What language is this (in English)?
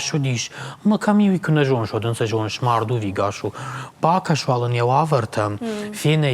Ossetic